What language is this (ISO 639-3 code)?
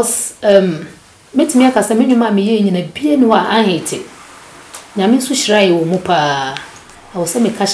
aka